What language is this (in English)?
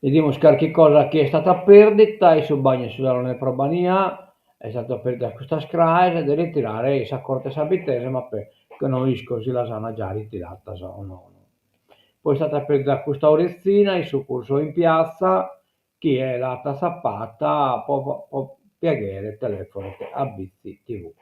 Sardinian